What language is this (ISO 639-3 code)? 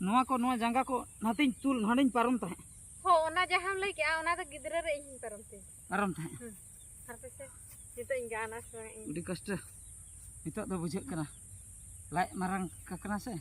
sat